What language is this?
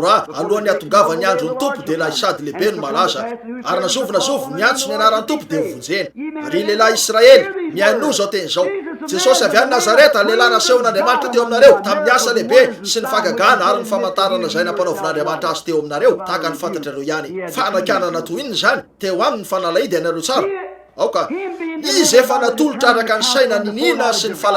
Malagasy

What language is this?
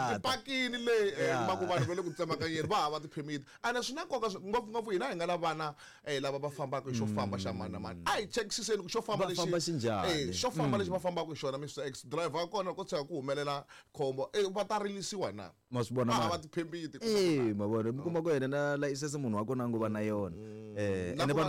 Tsonga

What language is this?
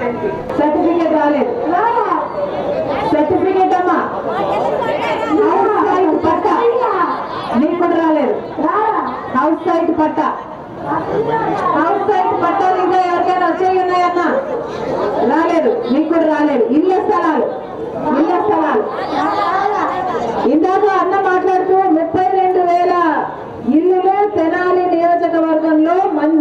Telugu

